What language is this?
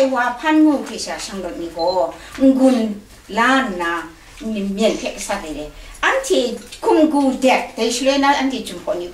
Kachin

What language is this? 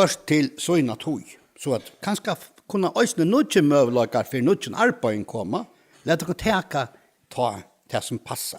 Faroese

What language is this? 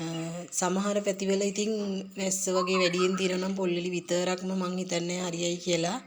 Sinhala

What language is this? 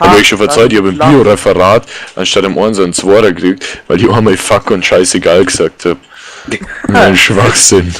Bavarian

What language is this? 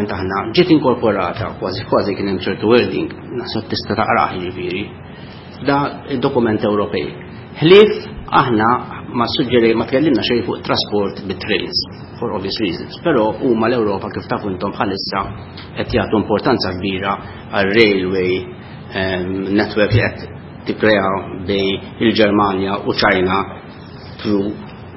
Maltese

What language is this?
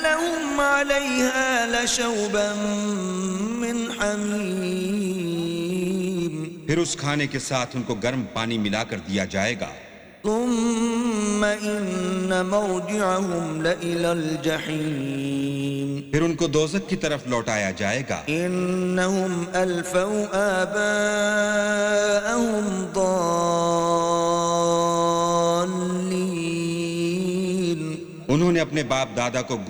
Urdu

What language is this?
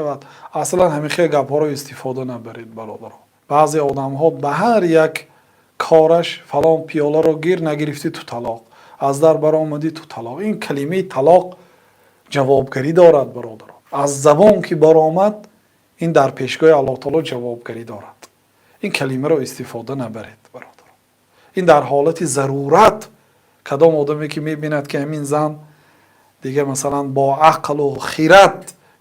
Tajik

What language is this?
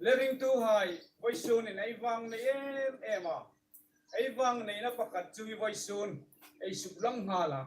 Hmar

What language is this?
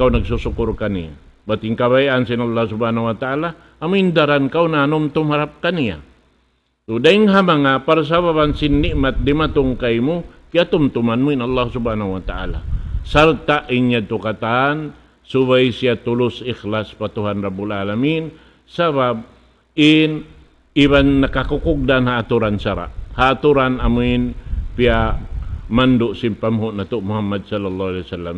Tausug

